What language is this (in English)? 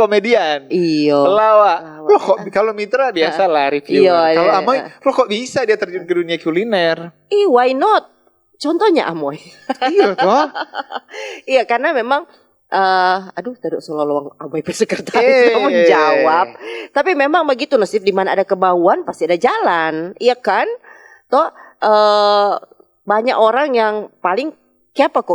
Manado Malay